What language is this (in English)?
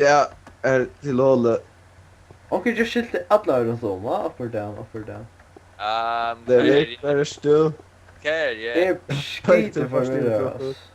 Faroese